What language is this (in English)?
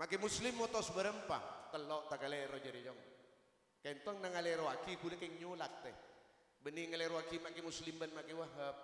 Madurese